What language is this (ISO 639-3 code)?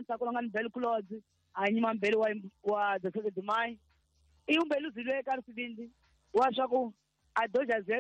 tso